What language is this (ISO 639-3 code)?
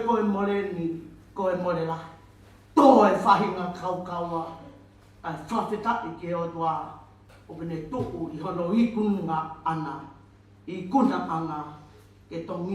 ton